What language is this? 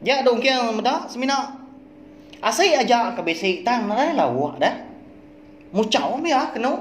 Iban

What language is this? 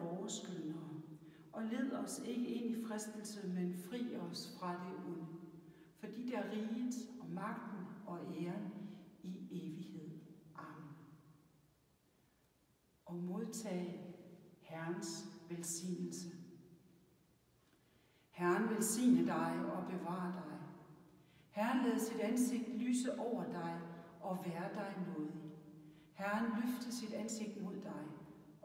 Danish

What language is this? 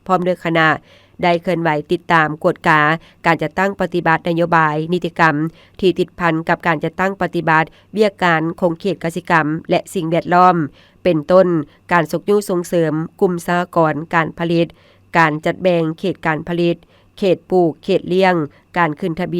Lao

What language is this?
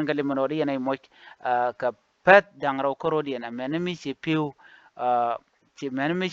Nuer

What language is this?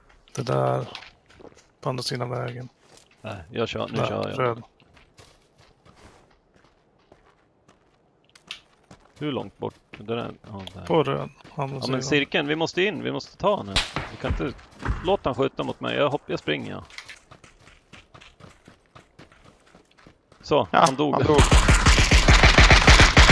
Swedish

